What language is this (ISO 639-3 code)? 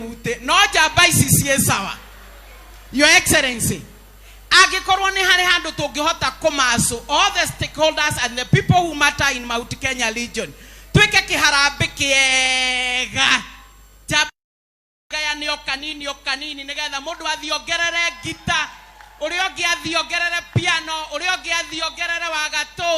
kik